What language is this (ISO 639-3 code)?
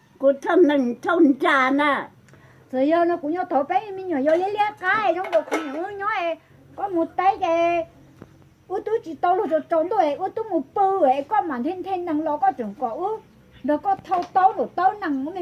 hmn